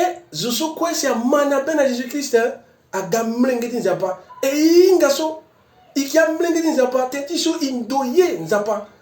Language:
Sango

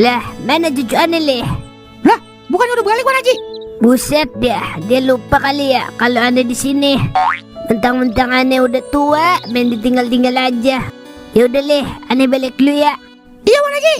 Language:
Betawi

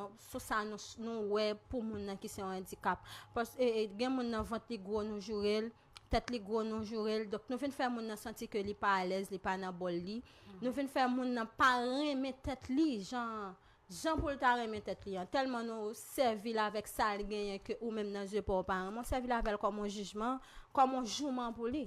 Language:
Haitian Creole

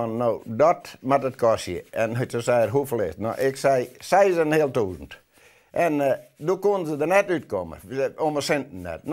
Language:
Western Frisian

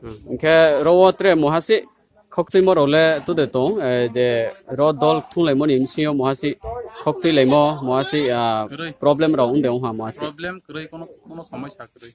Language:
Riang (India)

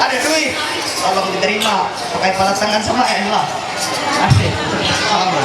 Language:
Ma'anyan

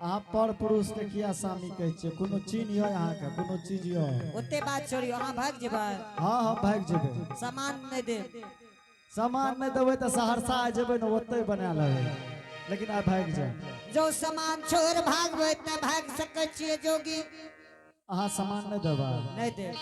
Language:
Angika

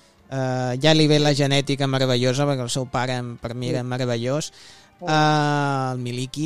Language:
Catalan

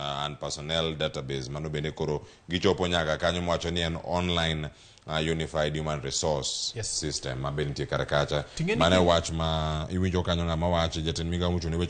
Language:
Luo (Kenya and Tanzania)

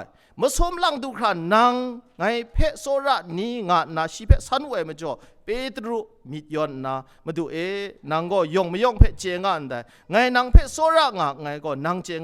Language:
Kachin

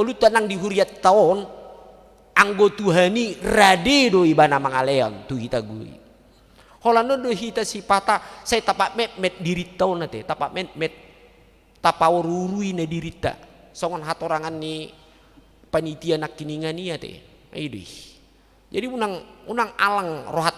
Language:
Batak Toba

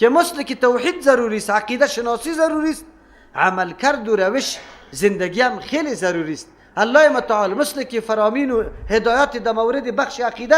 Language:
Persian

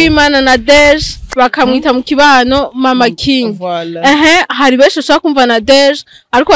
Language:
Rundi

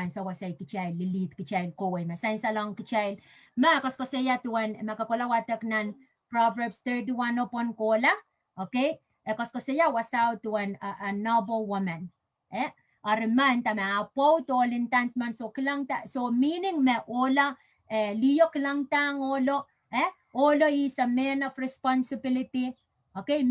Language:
Pohnpeian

